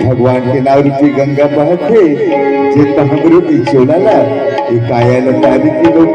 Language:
Chhattisgarhi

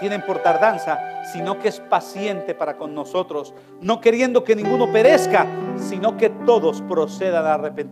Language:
Spanish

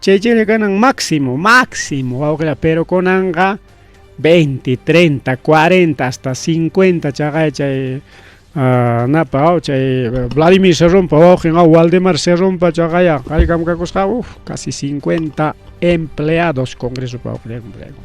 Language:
Ayacucho Quechua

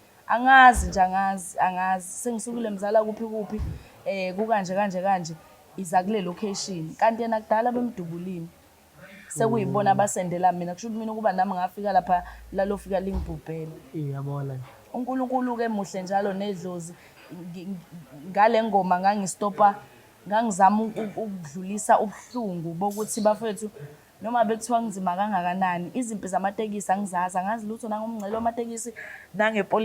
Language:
Zulu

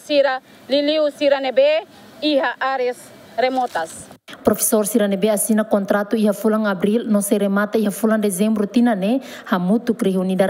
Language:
Tetum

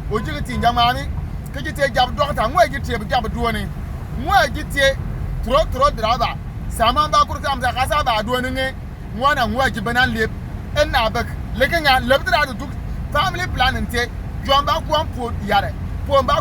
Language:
Bimoba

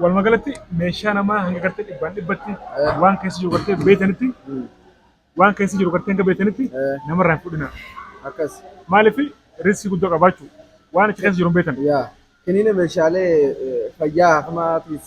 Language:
Oromo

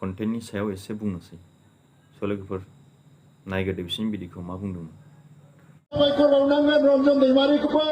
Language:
Bodo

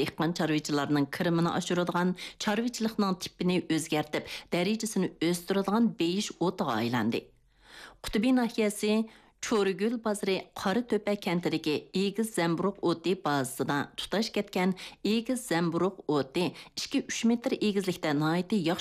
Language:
Uyghur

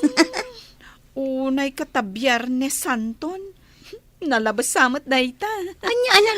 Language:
Iloko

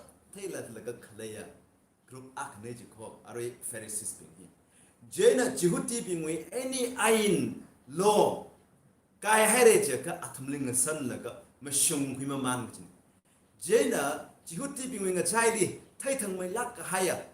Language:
Tangkhul Naga (India)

